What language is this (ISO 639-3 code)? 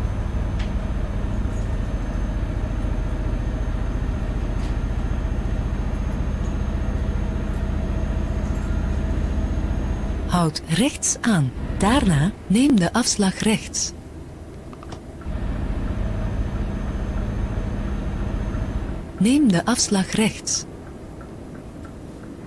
nld